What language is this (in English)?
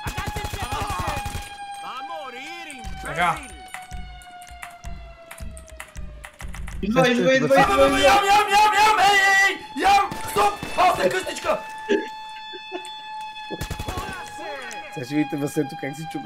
Bulgarian